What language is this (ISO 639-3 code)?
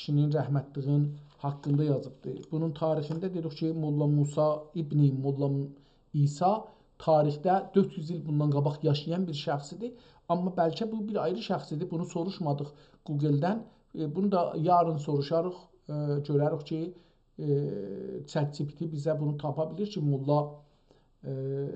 azb